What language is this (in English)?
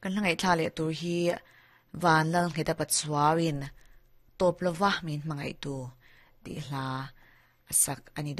Mizo